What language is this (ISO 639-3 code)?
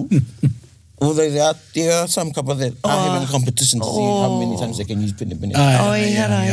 mri